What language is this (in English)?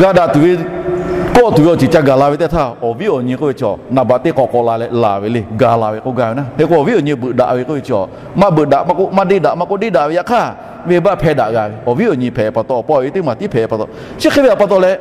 Lahu